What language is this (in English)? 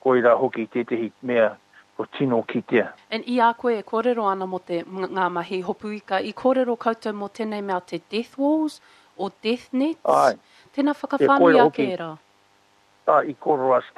Māori